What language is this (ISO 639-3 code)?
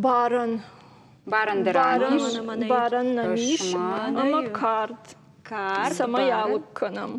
oss